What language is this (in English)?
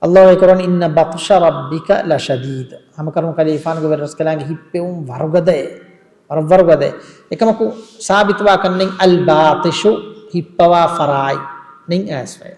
Divehi